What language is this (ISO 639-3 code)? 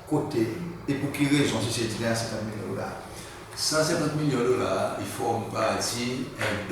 crs